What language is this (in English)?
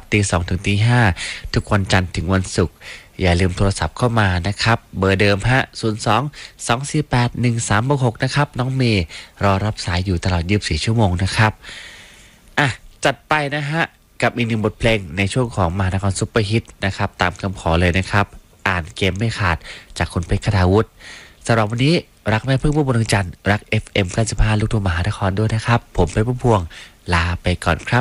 Thai